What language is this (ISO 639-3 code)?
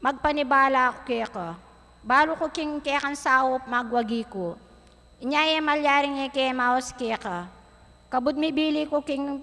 pam